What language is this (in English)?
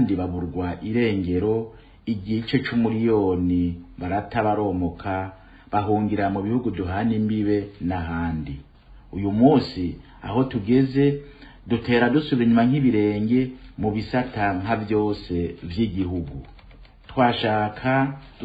Rundi